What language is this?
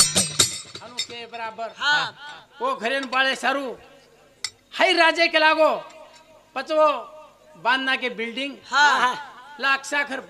Lambadi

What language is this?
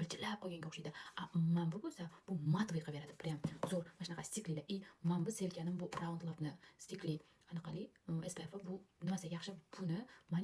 Uzbek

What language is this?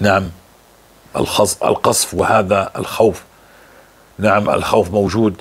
North Levantine Arabic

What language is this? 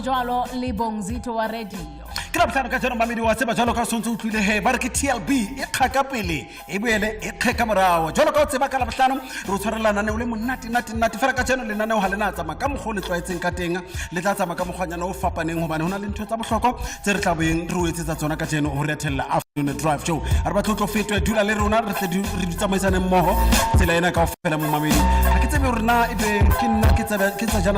Southern Sotho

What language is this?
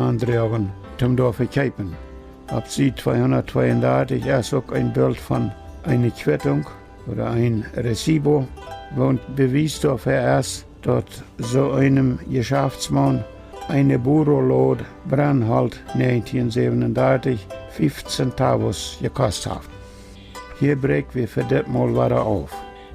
Plautdietsch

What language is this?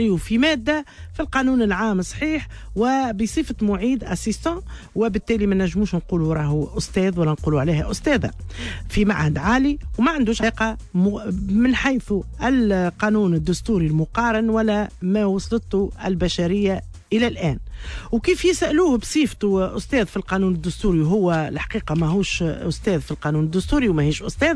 Tunisian Arabic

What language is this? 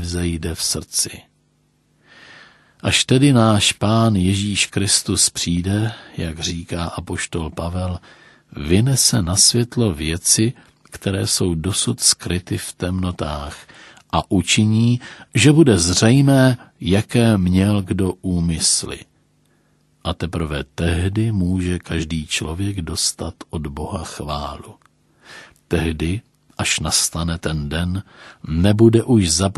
Czech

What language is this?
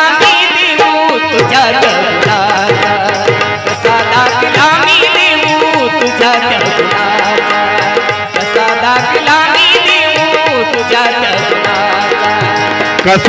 Marathi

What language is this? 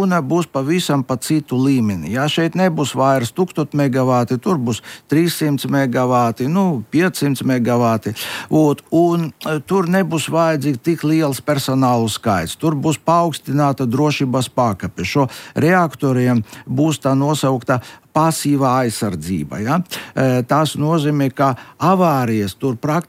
Latvian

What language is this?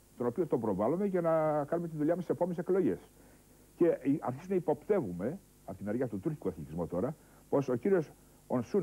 Greek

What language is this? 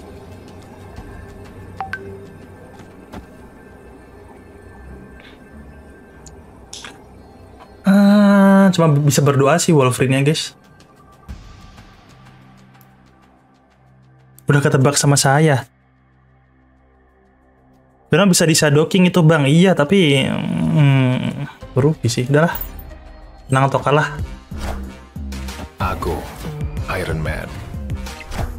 Indonesian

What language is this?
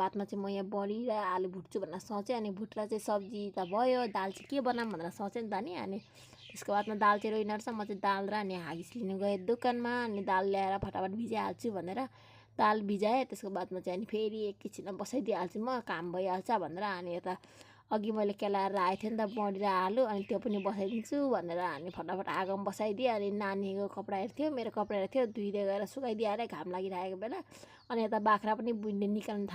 Nepali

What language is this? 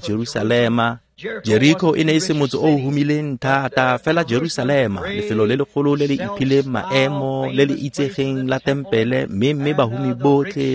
Tswana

